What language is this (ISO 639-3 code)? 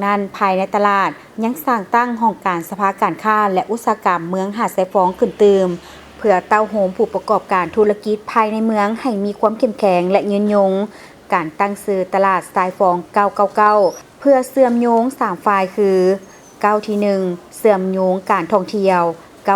lao